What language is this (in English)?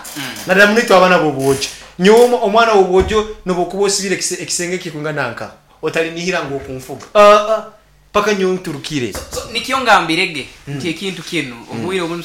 Nyankole